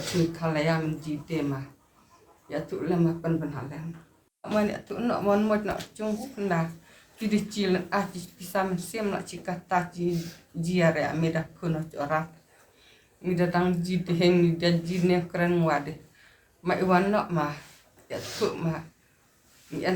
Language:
Khasi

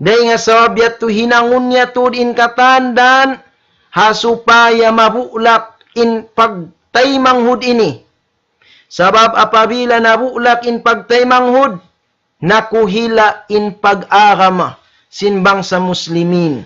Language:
Tausug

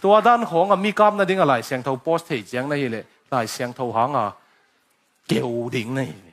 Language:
Tedim Chin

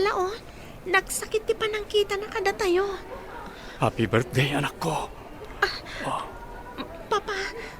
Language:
Iloko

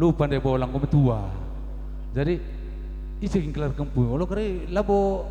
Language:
Batak Karo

